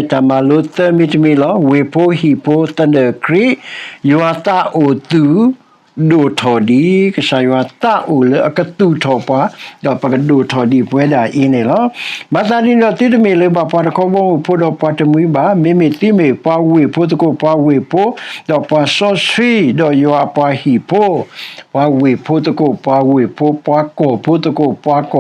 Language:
S'gaw Karen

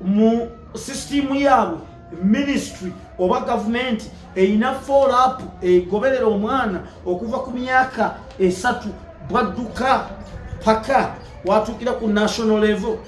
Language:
Ganda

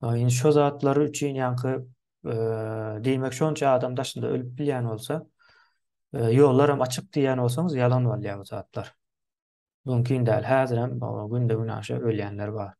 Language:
Turkmen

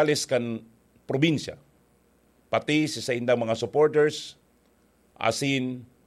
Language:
Bikol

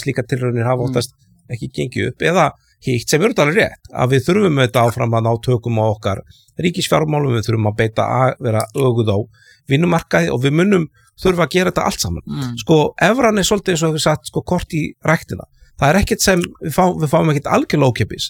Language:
Icelandic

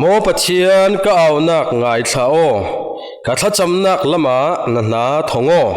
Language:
Falam Chin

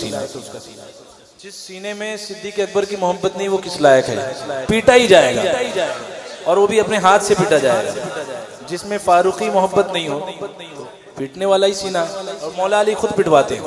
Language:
Urdu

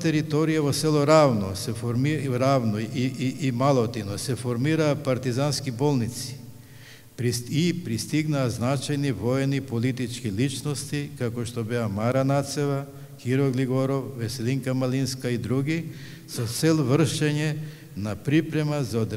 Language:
Macedonian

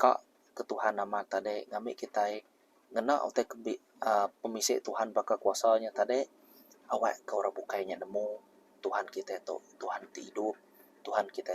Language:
Iban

